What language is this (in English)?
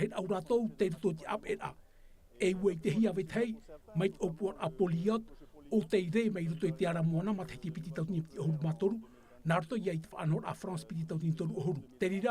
Tahitian